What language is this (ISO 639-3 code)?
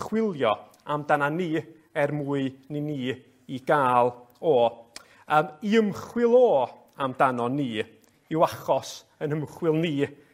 cym